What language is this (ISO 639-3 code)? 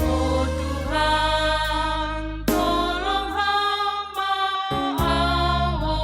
bts